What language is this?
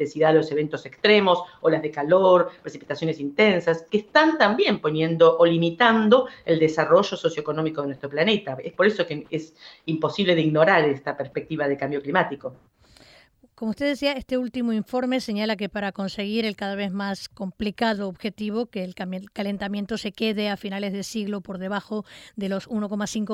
Spanish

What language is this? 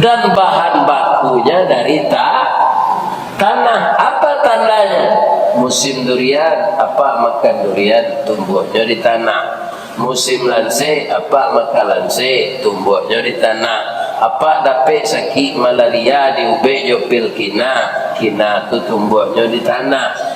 Minangkabau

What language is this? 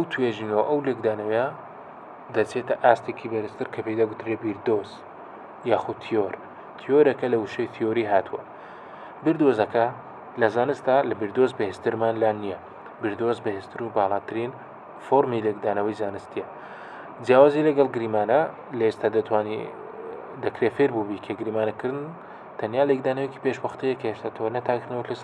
Central Kurdish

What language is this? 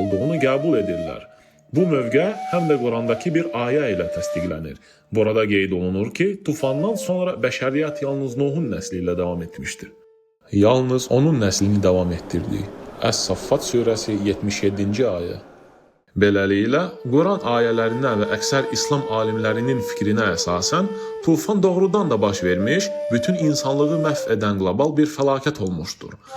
Azerbaijani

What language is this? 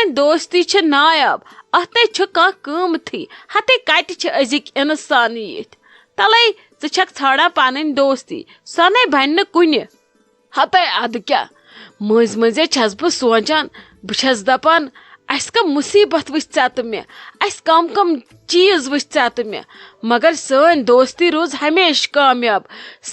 Kashmiri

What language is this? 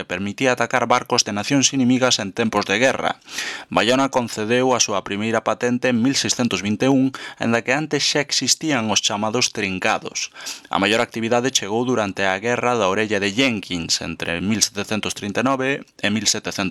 Galician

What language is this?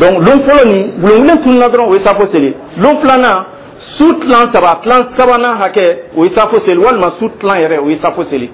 Dyula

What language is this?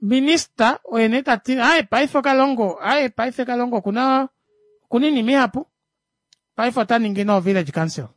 Kuanyama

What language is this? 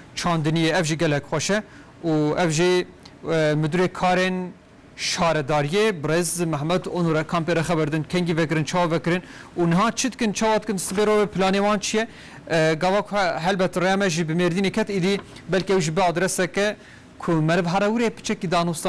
Kurdish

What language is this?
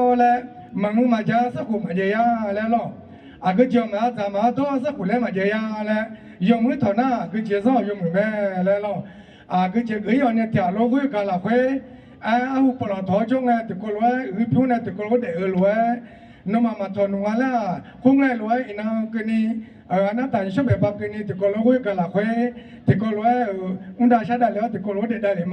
Akha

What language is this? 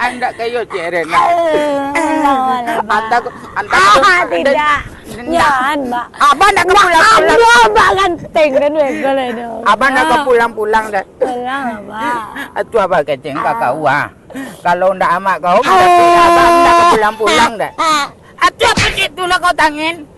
Minangkabau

